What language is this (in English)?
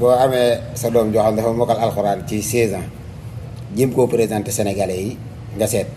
Wolof